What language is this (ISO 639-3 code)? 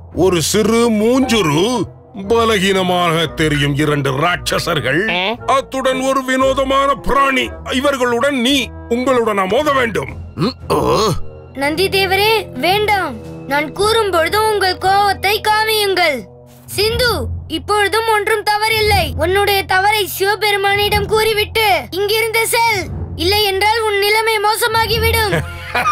tam